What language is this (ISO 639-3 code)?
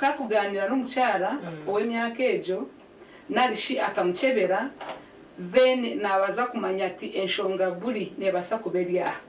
nyn